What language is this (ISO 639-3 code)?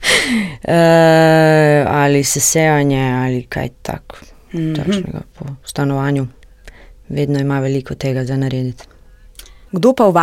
slv